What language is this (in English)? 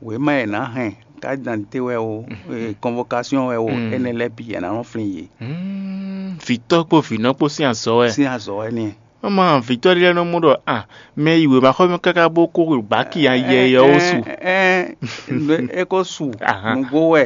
Fon